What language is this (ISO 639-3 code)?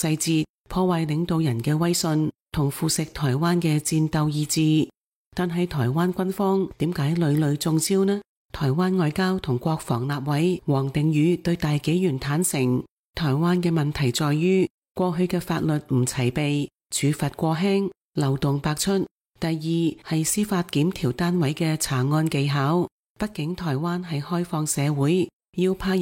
yue